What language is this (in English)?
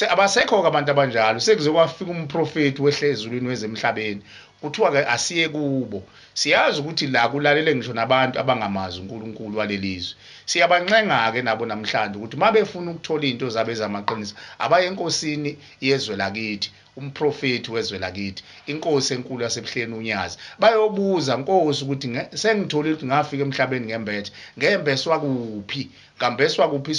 Zulu